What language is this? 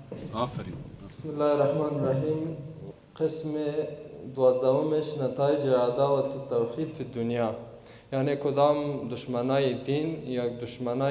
Persian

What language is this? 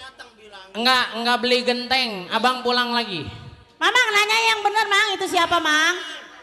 Betawi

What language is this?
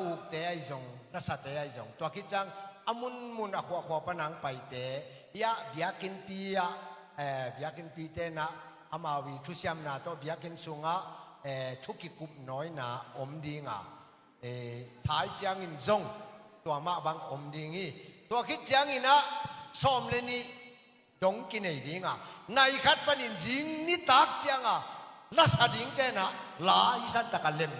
Tedim Chin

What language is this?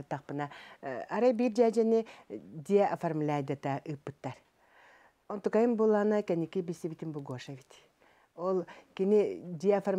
Yakut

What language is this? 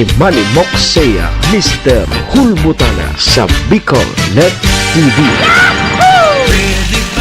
Bikol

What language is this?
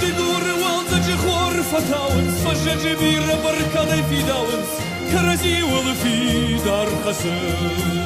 Ossetic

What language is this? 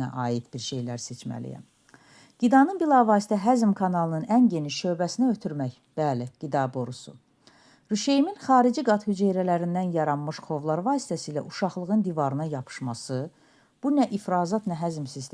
Azerbaijani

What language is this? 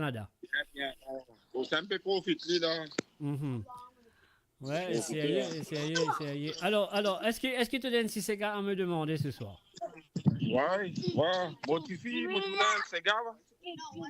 Morisyen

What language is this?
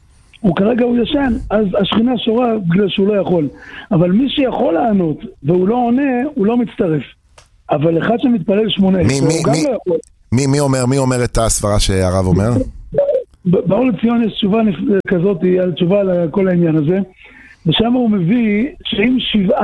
Hebrew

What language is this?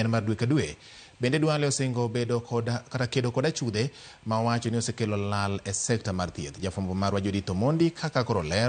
Luo (Kenya and Tanzania)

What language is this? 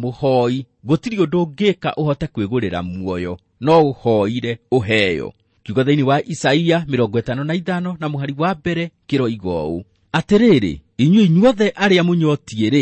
Kikuyu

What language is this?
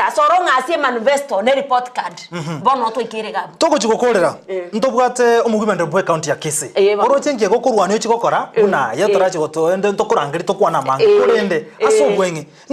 Gusii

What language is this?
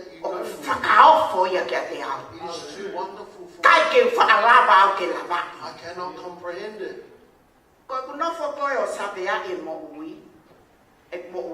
Tongan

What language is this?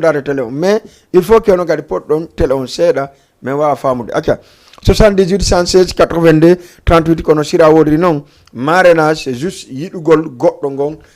Fula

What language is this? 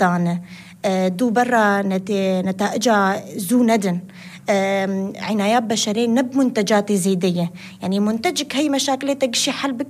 North Levantine Arabic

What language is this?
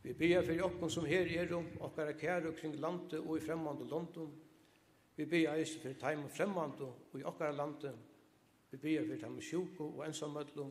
Faroese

